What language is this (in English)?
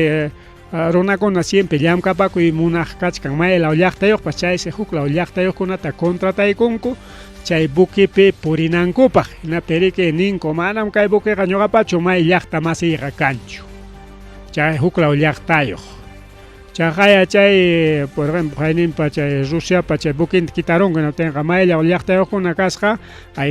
Ayacucho Quechua